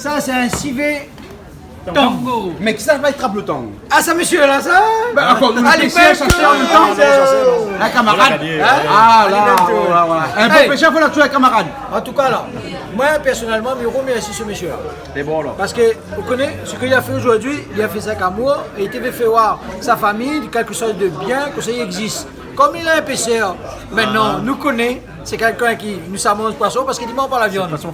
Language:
Réunion Creole French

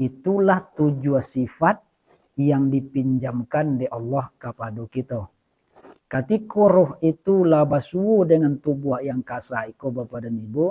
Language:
Minangkabau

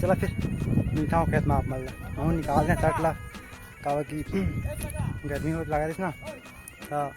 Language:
Chhattisgarhi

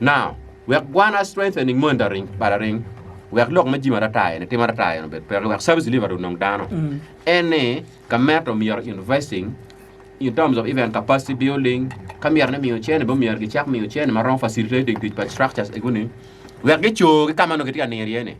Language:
Acoli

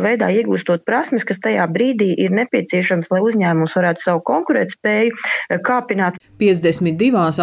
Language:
Latvian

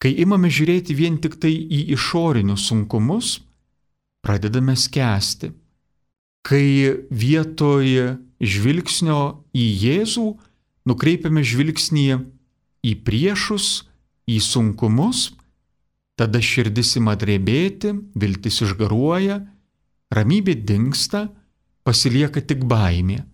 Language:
Lithuanian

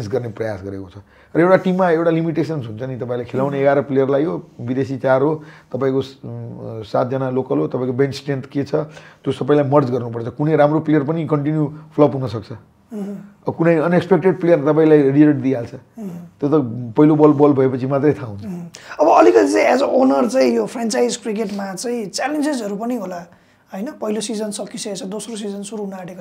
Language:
Nepali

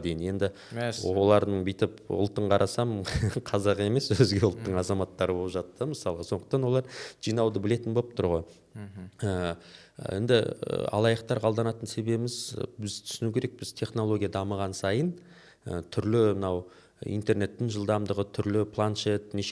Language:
Kazakh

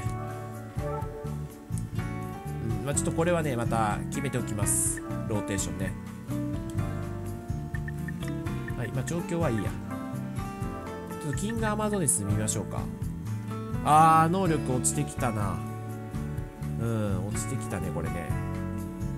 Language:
Japanese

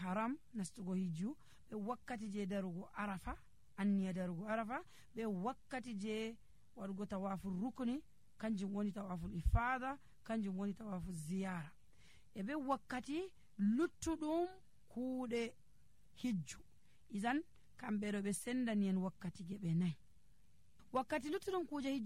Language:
Nigerian Fulfulde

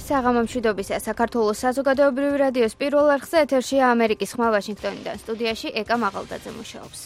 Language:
Georgian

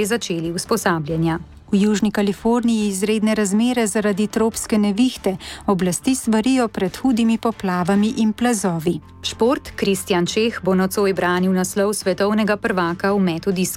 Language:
Slovenian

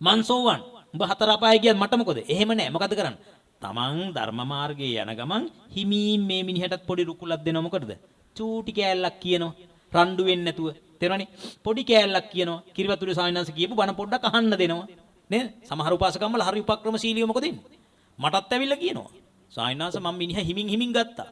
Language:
Sinhala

